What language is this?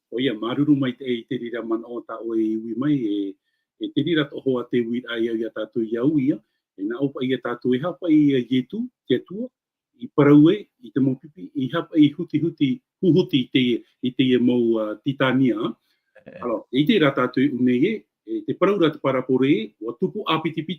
Tahitian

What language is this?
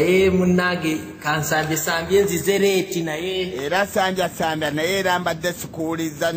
Ganda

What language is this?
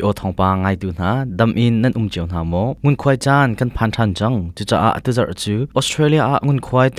Hakha Chin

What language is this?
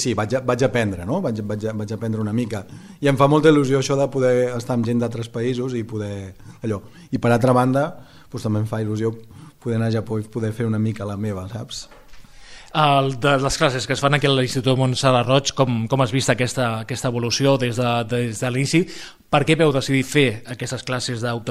Catalan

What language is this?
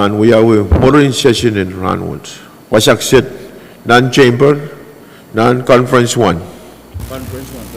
Pohnpeian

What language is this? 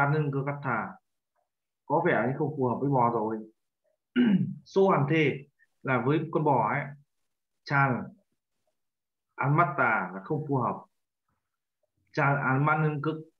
Vietnamese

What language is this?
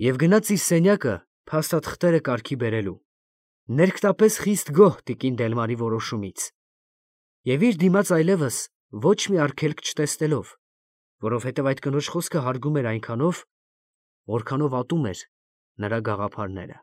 Armenian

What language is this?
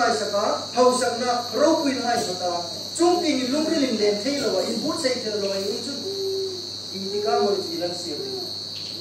Hmar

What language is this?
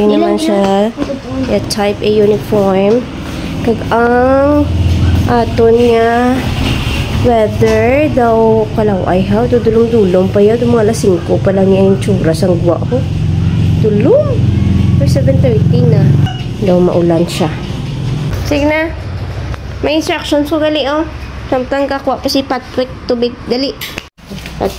Hiligaynon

